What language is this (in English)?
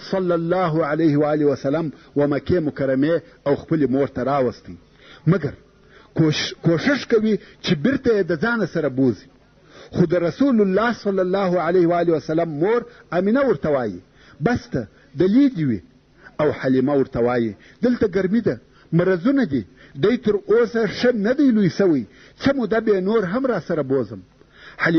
Pashto